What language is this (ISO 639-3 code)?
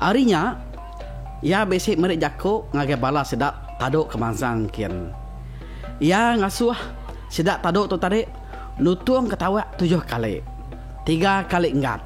iba